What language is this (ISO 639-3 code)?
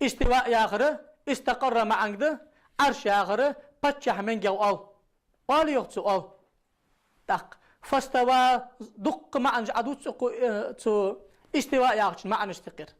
inh